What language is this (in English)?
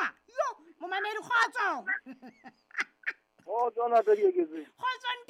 Southern Sotho